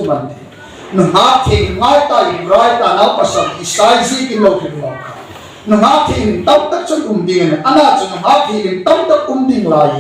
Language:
Hmar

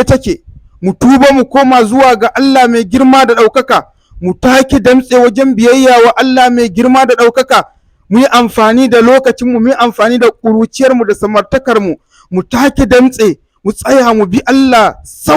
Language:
Hausa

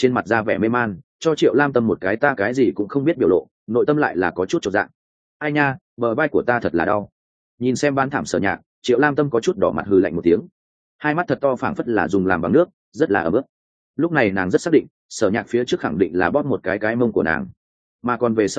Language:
Vietnamese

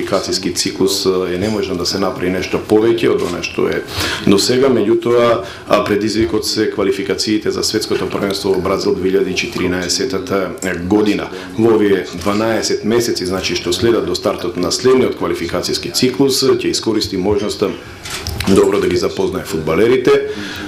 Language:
Macedonian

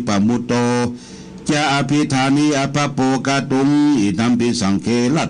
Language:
Pali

